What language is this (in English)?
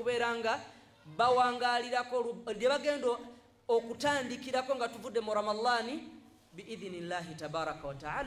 Ganda